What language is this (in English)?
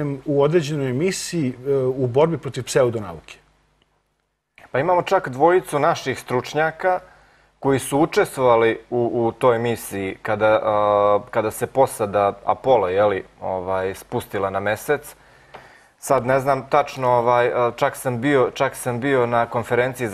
Serbian